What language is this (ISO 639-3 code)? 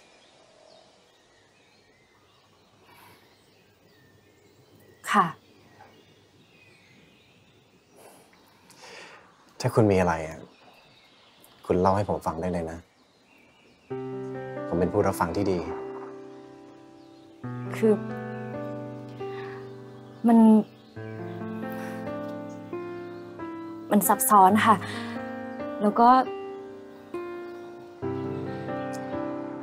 tha